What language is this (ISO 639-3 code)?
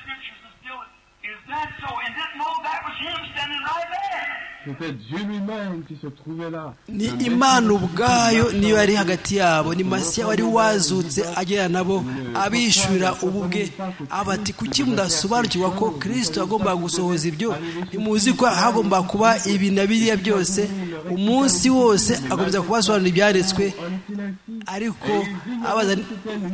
kin